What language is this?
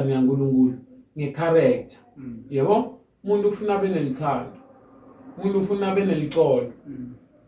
Zulu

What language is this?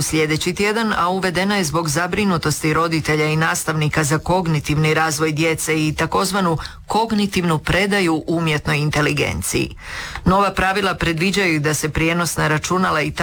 Croatian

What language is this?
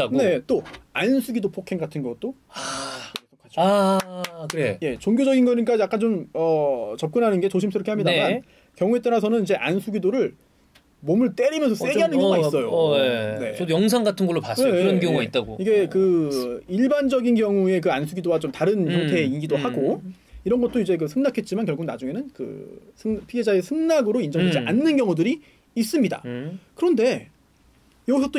Korean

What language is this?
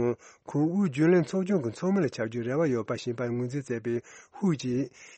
Tibetan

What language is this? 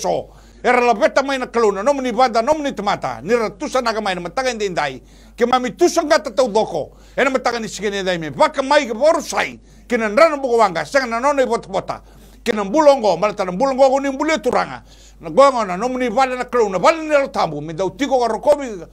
Fijian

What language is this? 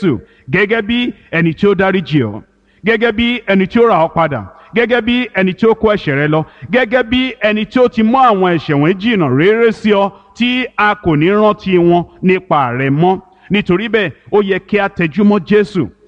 Yoruba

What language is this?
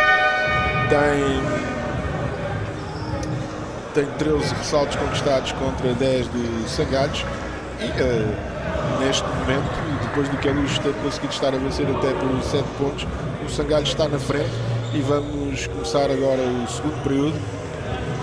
Portuguese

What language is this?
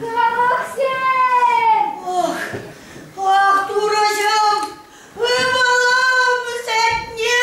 Chuvash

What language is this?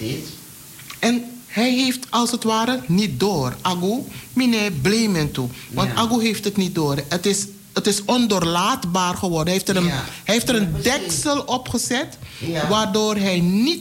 Dutch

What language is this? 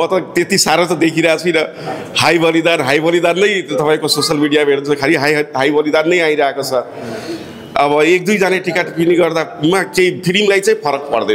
Nepali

